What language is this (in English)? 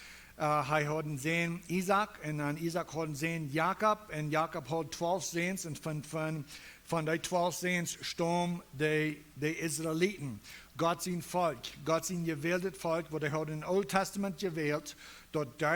Plautdietsch